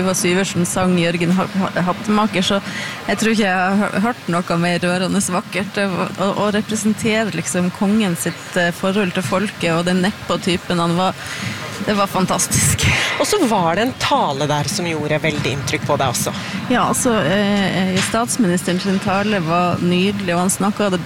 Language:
Norwegian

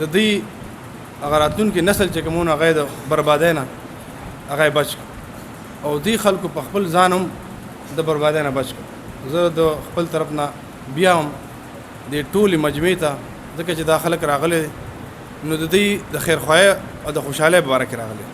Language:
Pashto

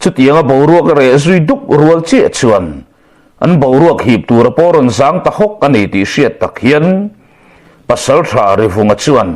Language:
Mizo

